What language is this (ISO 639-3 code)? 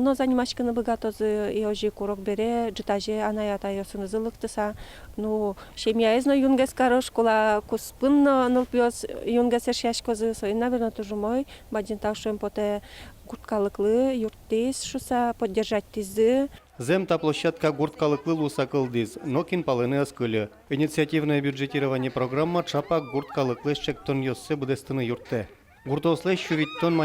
udm